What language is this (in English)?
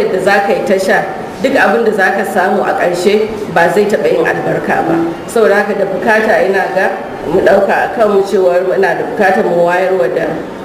Hausa